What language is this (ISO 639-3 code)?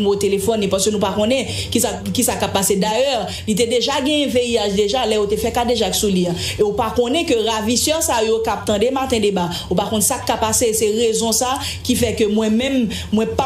hat